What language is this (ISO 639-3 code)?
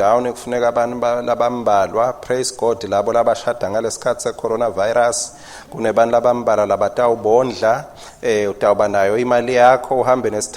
ssw